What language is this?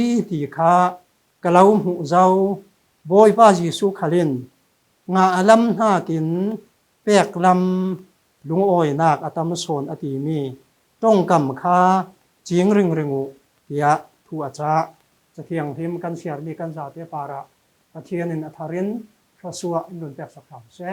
Falam Chin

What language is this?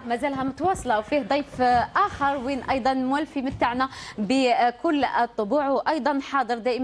Algerian Arabic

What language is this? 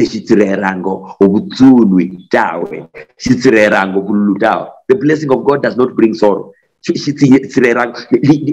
Luyia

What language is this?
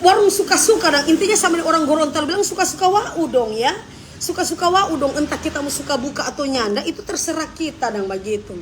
Manado Malay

